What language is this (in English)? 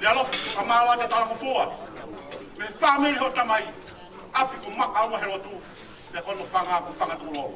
Tongan